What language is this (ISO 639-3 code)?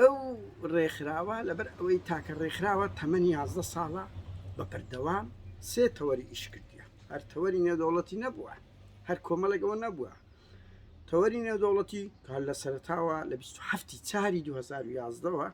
ckb